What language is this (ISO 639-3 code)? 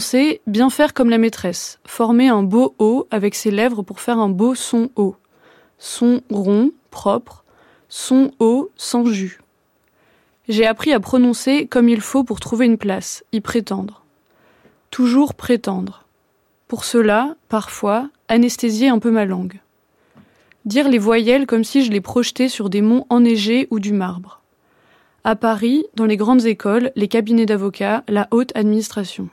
fra